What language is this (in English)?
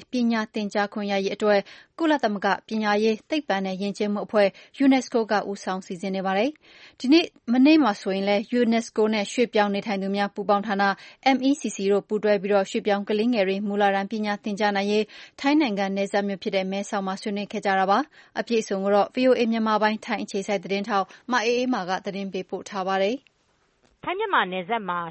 Burmese